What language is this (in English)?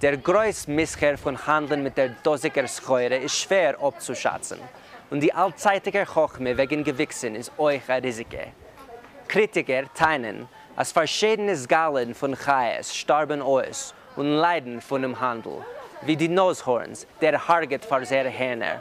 Yiddish